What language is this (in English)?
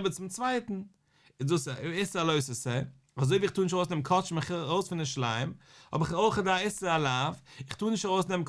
Yiddish